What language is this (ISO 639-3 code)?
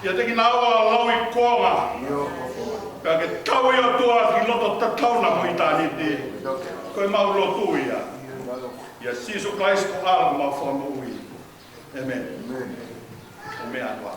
ton